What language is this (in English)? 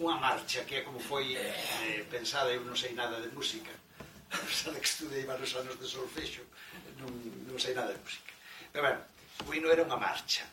Galician